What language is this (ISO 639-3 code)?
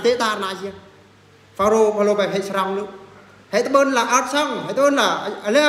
bru